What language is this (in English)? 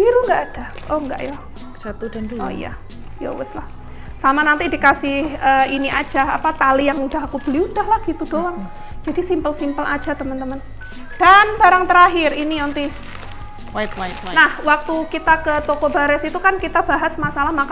Indonesian